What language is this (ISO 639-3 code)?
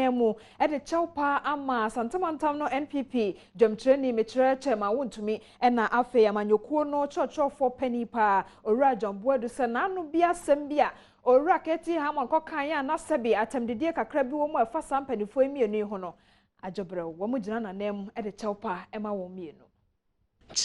aka